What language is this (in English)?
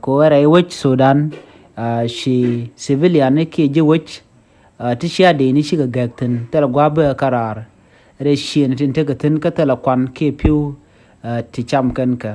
Nuer